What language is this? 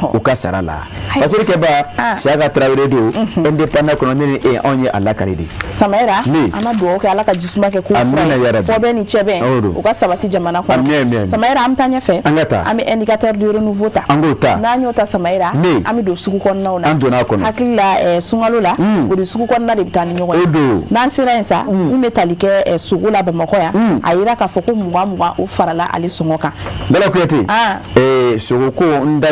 Bambara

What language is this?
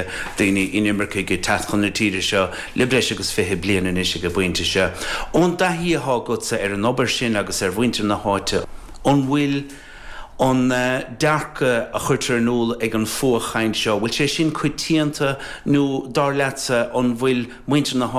Irish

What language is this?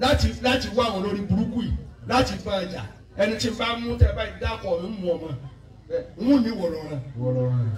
Yoruba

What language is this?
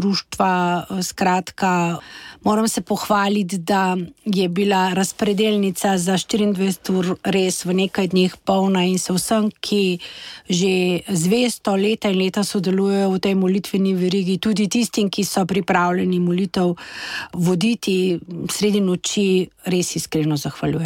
Slovenian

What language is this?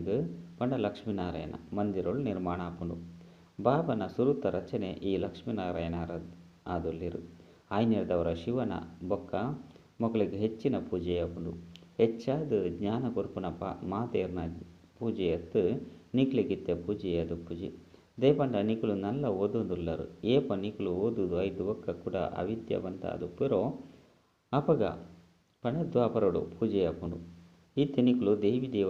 Tulu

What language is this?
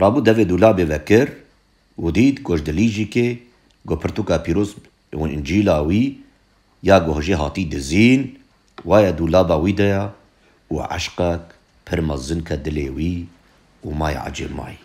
Kurdish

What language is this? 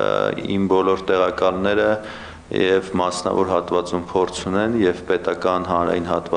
Armenian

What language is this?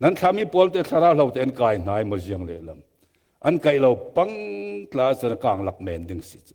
Falam Chin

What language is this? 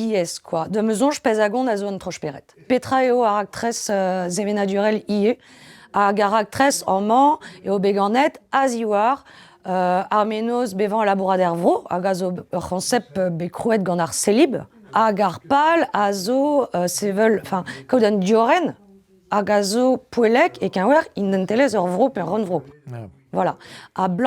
Breton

